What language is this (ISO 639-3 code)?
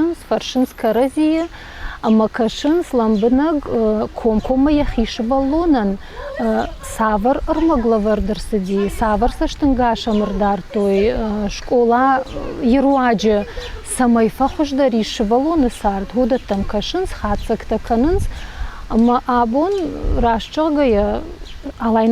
oss